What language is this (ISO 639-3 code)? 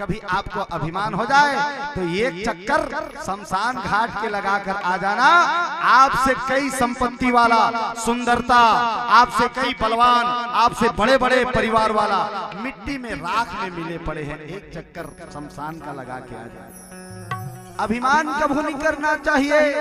hne